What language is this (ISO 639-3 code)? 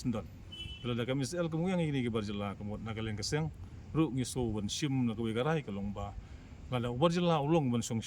kha